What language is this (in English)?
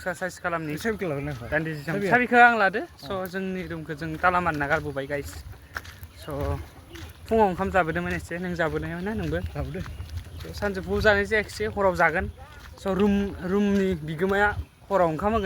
Bodo